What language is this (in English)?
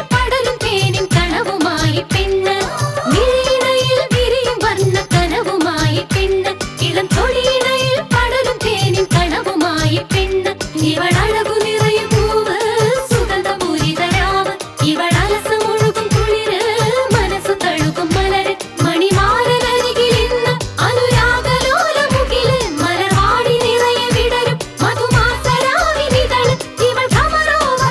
Malayalam